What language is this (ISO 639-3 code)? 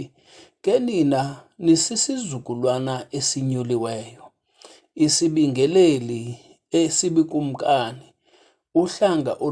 xho